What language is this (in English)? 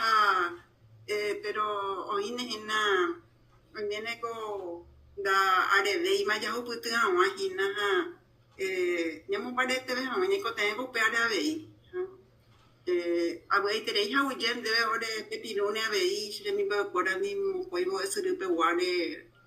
Guarani